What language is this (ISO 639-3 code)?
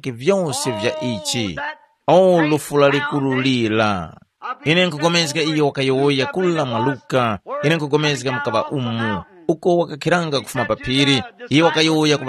tum